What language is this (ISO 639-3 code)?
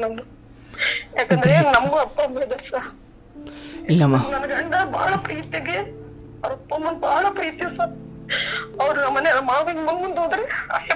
kan